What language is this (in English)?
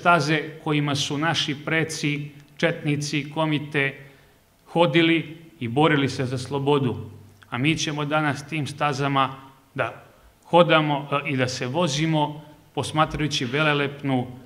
Serbian